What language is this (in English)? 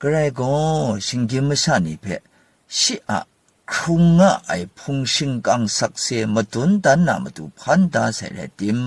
Kachin